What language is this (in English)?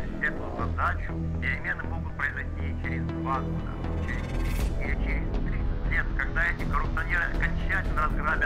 Kazakh